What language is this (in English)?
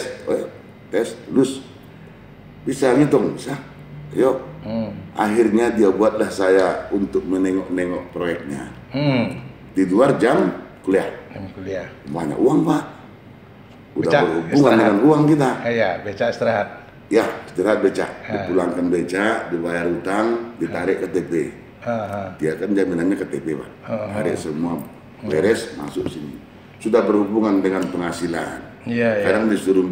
Indonesian